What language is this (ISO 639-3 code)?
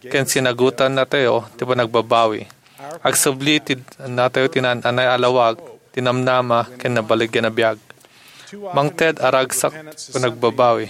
ilo